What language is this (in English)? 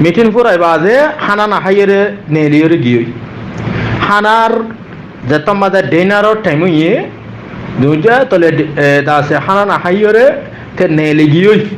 Rohingya